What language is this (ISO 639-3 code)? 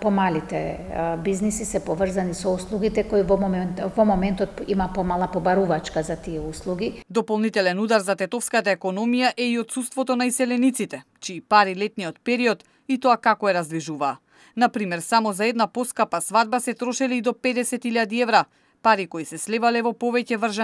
mkd